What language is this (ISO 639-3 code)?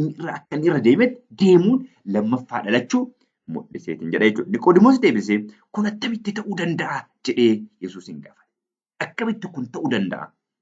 orm